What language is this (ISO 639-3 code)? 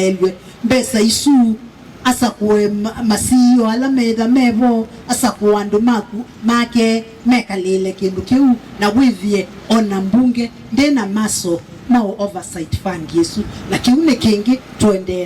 kam